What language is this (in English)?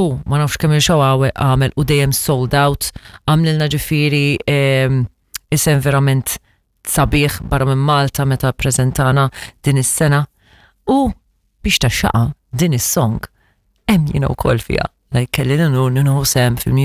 Maltese